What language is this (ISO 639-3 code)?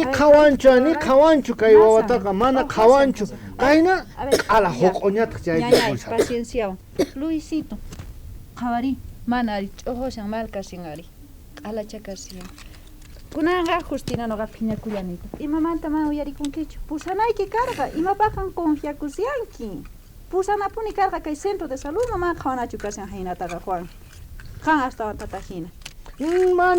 quh